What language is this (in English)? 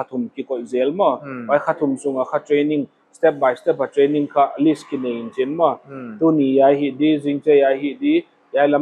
Paite Chin